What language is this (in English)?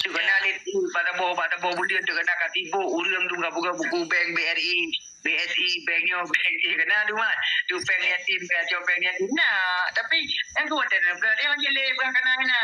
Achinese